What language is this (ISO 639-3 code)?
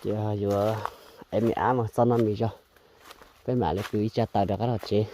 hmn